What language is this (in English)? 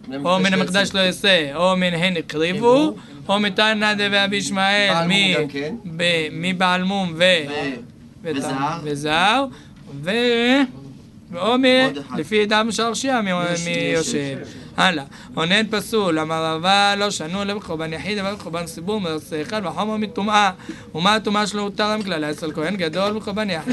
Hebrew